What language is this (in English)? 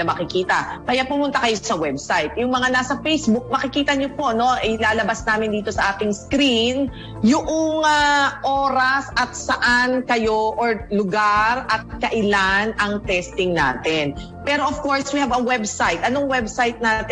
Filipino